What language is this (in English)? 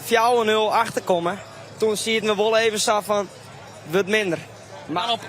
Western Frisian